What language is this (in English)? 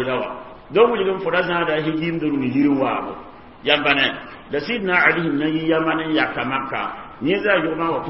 Mossi